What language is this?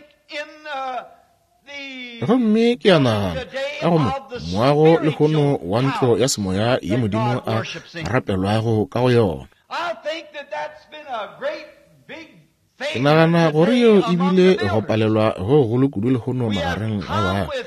Northern Sotho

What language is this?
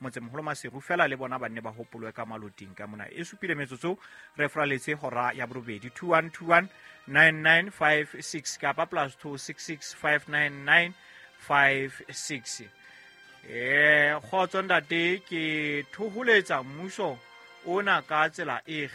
Southern Sotho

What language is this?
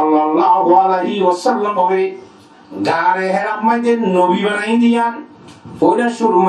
Rohingya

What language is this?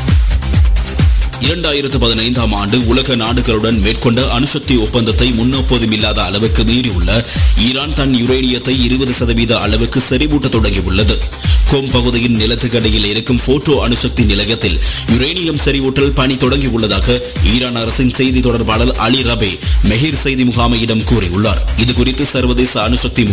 Tamil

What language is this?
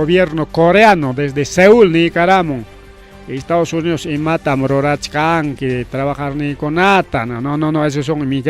Ayacucho Quechua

